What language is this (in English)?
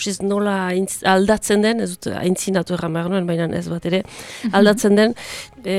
Basque